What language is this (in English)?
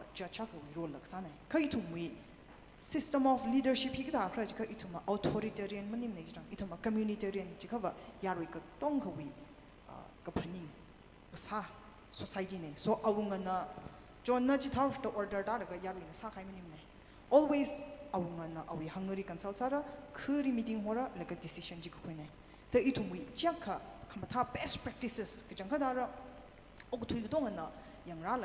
Tangkhul Naga (India)